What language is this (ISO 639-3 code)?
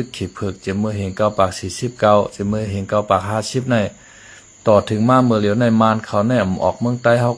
shn